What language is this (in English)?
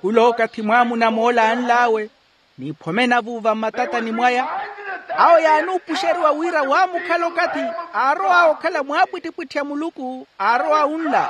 Makhuwa